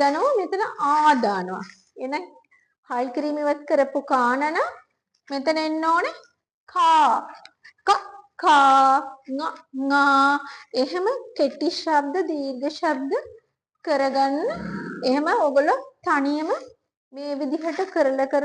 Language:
Sinhala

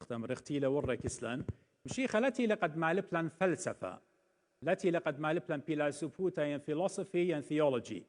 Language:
Assyrian Neo-Aramaic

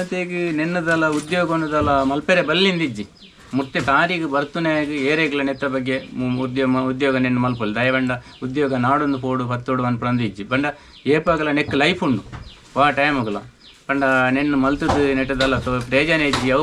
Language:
Tulu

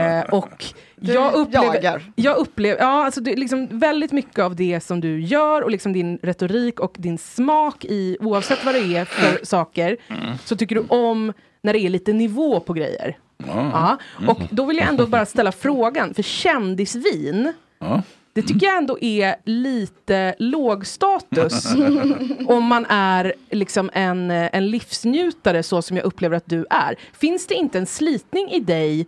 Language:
Swedish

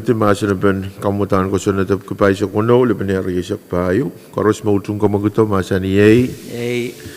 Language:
Pohnpeian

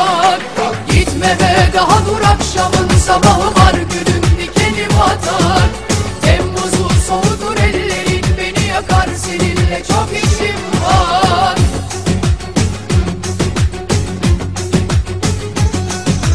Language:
Turkish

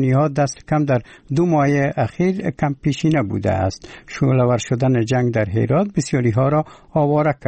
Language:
Persian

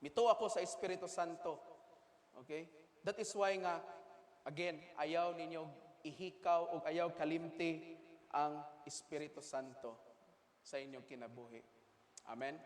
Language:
Cebuano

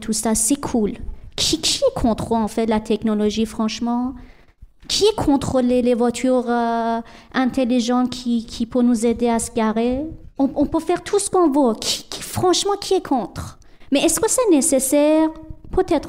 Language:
French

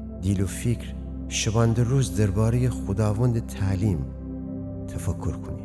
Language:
Gilaki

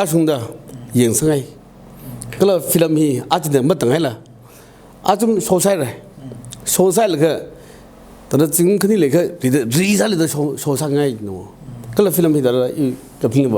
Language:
Tangkhul Naga (India)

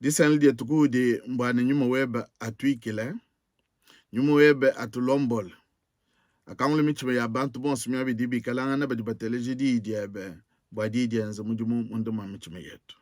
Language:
Luba-Lulua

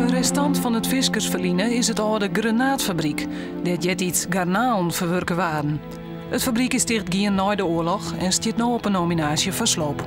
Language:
Western Frisian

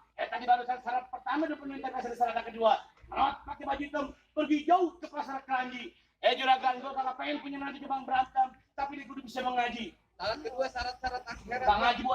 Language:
Betawi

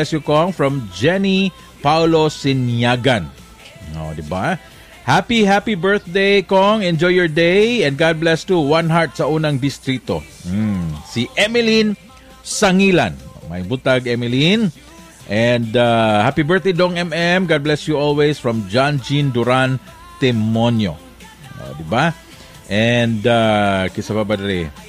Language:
Cebuano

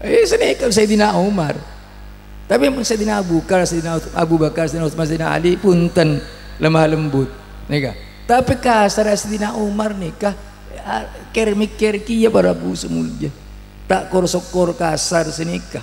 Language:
Madurese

